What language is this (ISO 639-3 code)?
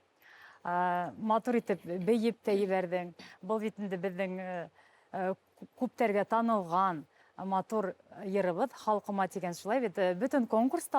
bak